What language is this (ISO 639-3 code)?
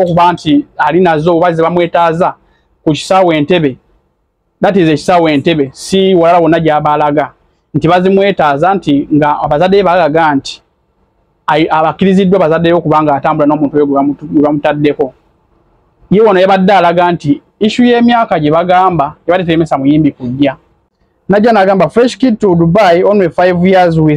lug